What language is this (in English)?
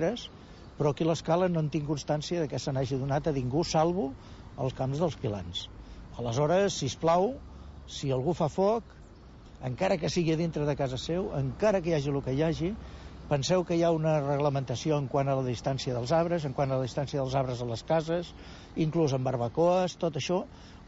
Catalan